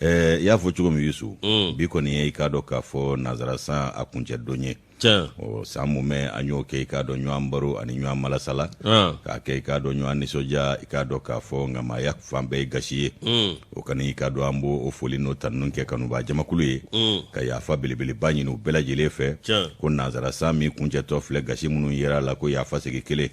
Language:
Bambara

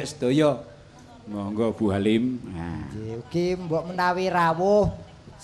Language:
Javanese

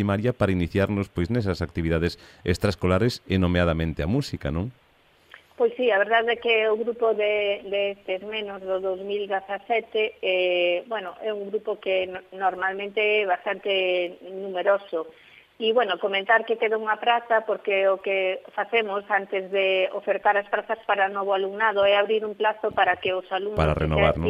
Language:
Galician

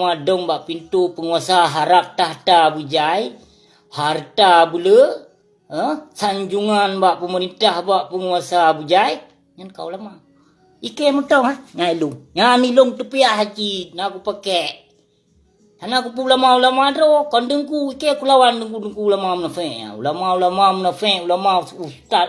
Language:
Achinese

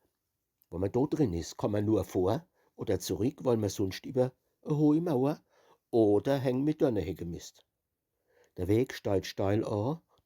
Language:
Palatine German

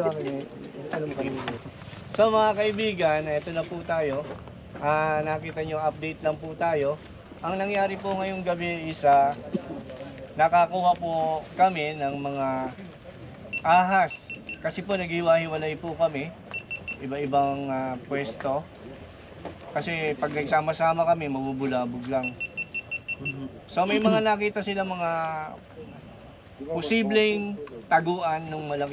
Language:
Filipino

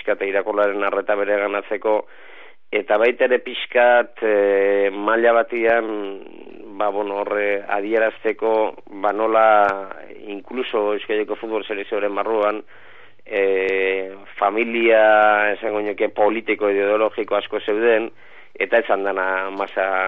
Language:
Basque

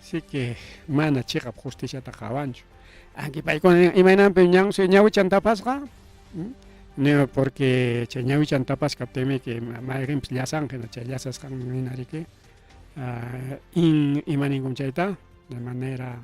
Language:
Ayacucho Quechua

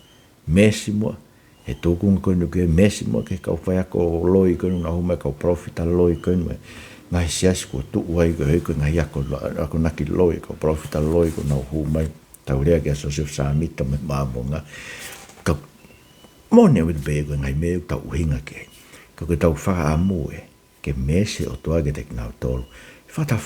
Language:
Tongan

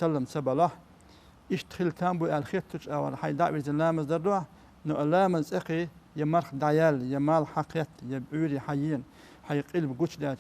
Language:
Chechen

